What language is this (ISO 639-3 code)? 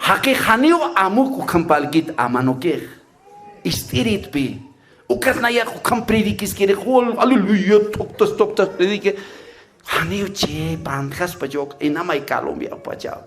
aym